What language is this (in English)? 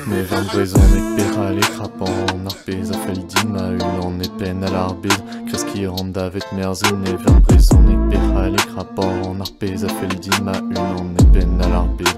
Breton